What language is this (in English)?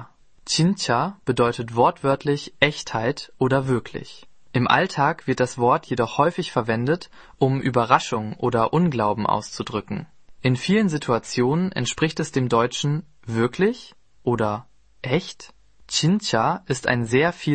German